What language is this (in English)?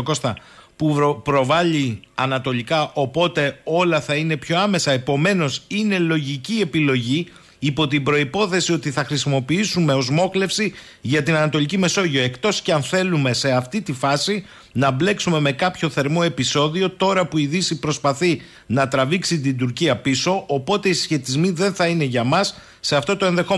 Greek